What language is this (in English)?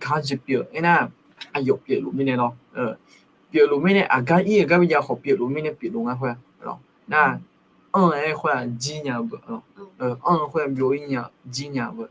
Akha